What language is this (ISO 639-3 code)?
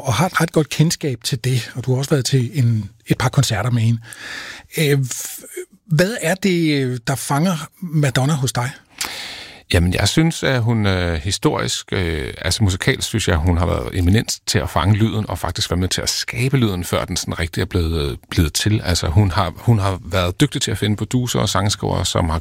dan